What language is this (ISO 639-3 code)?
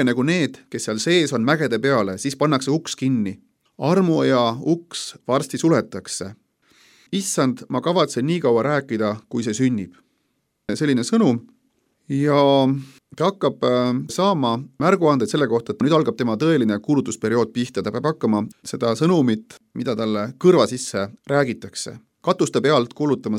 est